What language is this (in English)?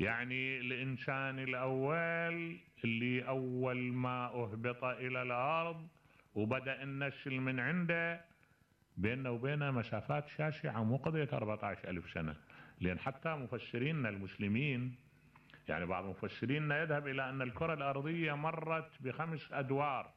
Mesopotamian Arabic